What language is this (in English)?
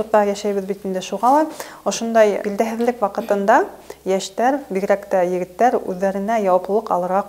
Bashkir